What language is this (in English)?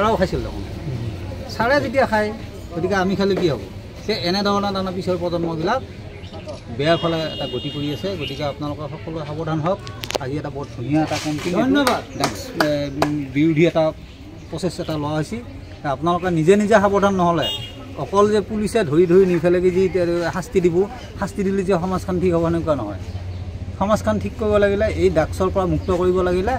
Assamese